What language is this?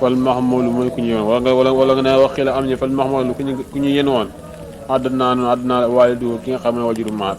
Wolof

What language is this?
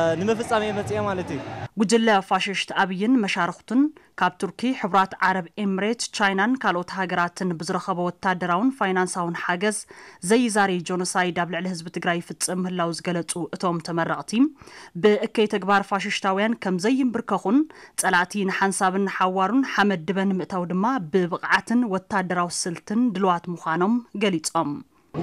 Tigrinya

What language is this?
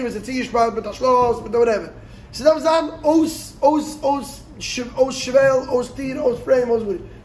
Yiddish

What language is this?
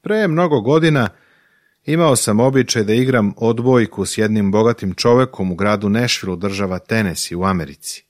Serbian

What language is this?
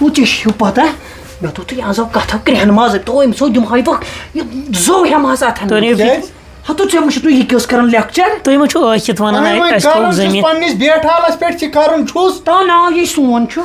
Kashmiri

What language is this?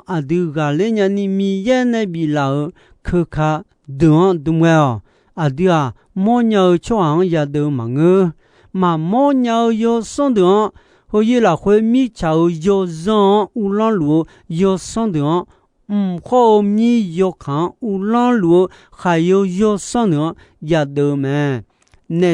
Akha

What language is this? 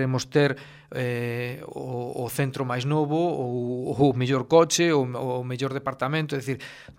Galician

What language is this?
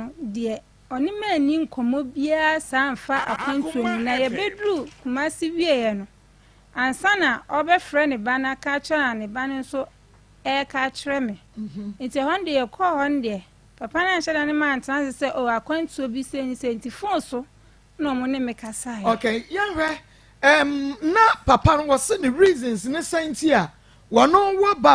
Akan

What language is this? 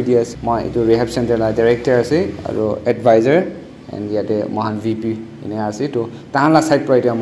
Naga Pidgin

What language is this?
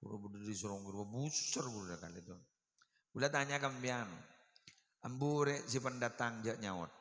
Madurese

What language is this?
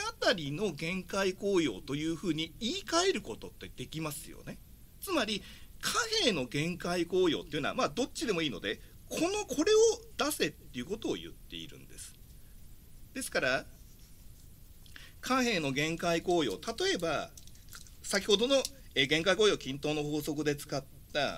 Japanese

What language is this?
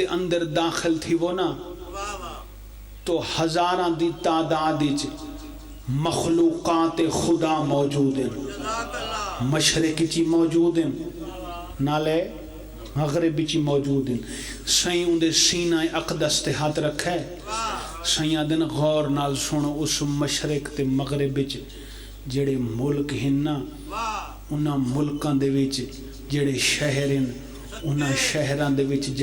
Pahari-Potwari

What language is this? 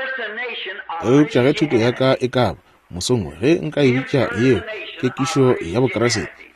Northern Sotho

